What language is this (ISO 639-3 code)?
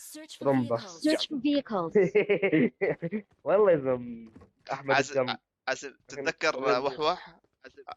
apc